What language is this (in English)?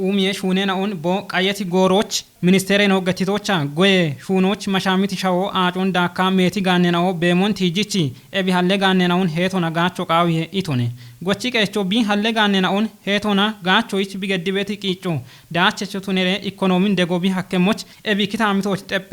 Kafa